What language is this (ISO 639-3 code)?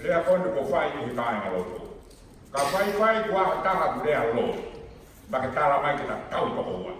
ton